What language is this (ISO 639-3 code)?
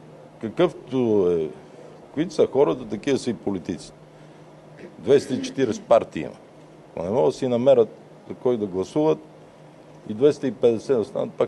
bul